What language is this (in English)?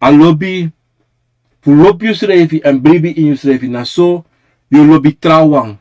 Sranan Tongo